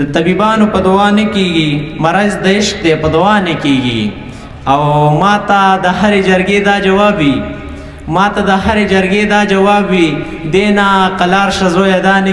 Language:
Pashto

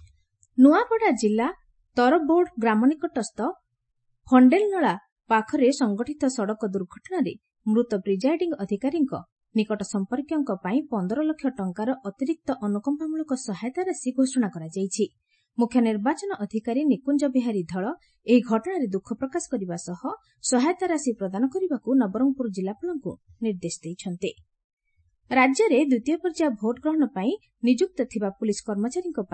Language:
Odia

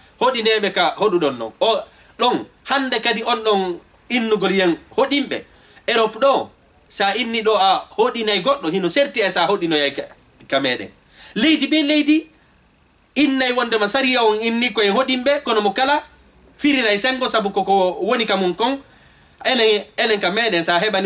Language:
Fula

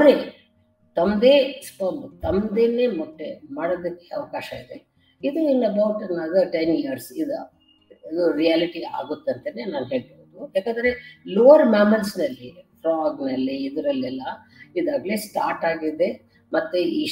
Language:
Kannada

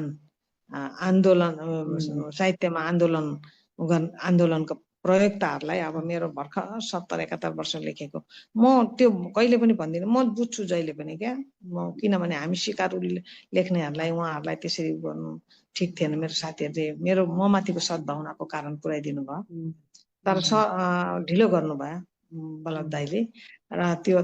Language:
Nepali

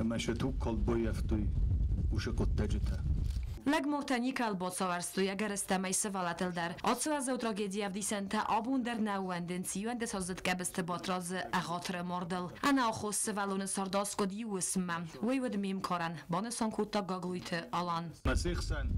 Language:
Ossetic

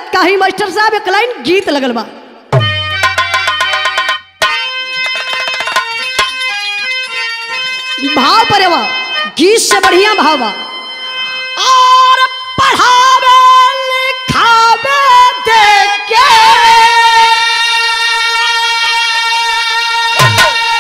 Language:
Bhojpuri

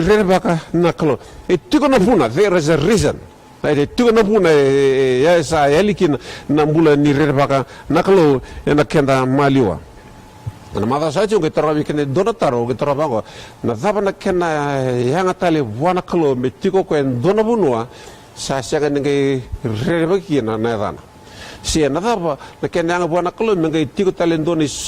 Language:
Fijian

